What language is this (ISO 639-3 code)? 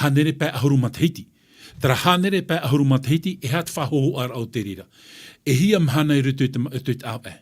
tah